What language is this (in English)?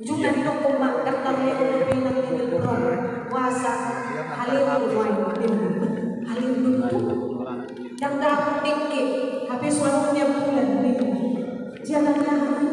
Batak Toba